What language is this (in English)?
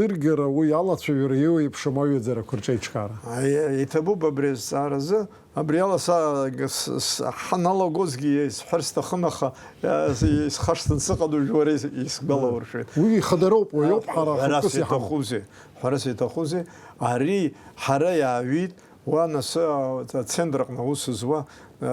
Abkhazian